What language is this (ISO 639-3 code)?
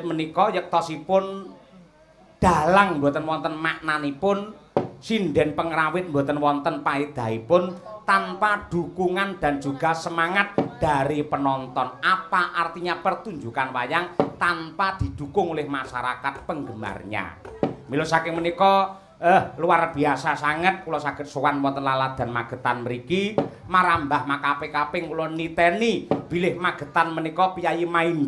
jav